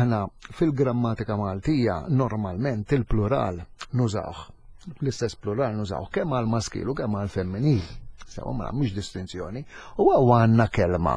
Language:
Maltese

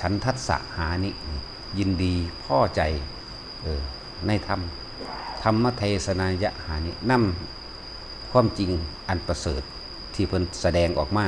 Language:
Northeastern Thai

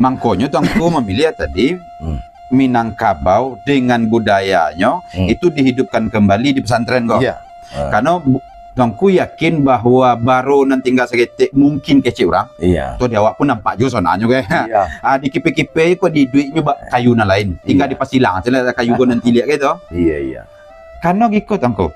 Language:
Minangkabau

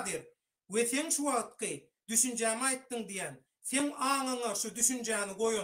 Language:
Turkmen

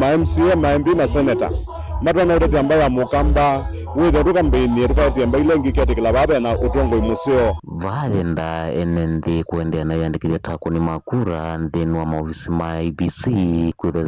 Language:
Kamba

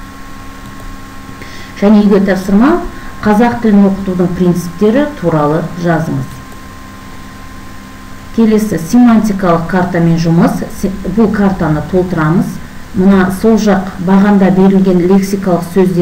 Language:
Kazakh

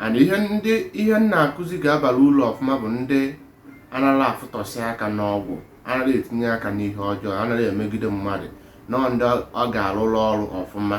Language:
Igbo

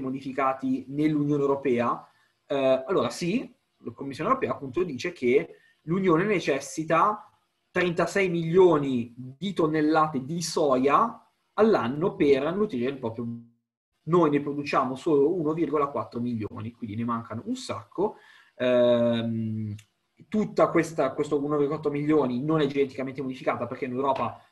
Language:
Italian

